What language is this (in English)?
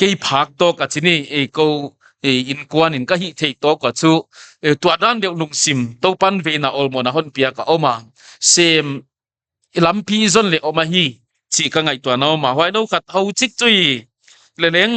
Paite Chin